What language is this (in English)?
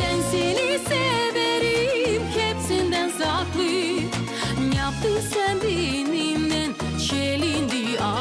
Gagauz